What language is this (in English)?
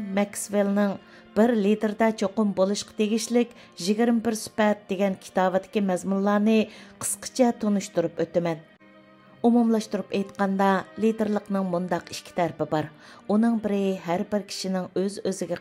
Uyghur